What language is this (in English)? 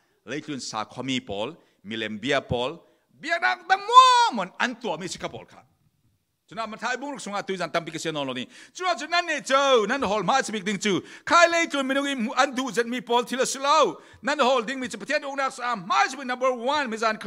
Falam Chin